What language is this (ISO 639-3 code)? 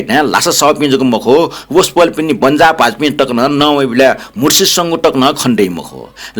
new